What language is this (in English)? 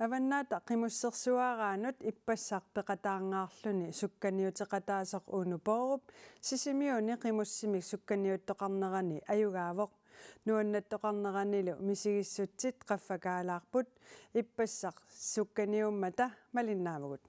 Kalaallisut